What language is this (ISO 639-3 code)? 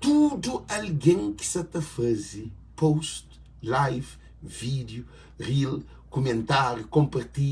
kea